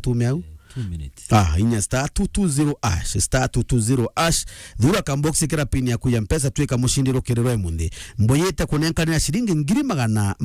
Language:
Meru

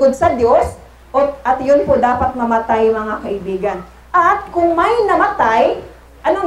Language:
Filipino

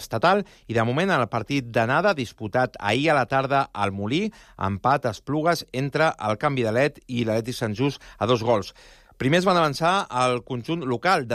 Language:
Catalan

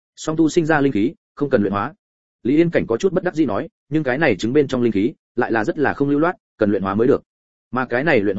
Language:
Vietnamese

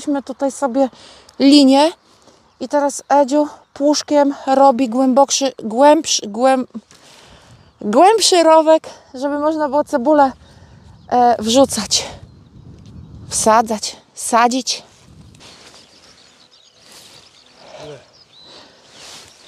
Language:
Polish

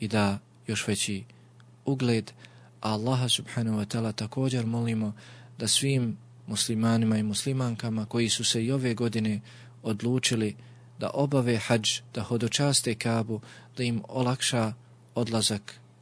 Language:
Bosnian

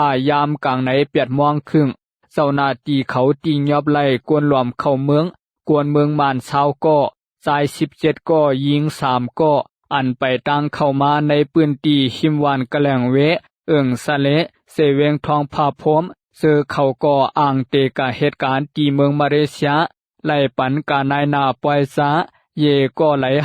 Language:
Shan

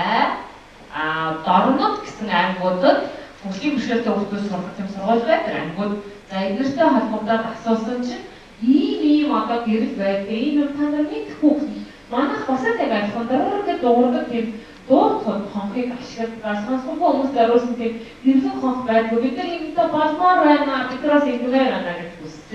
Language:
Mongolian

